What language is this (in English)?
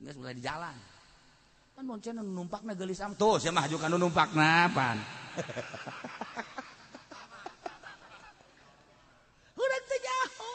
Sundanese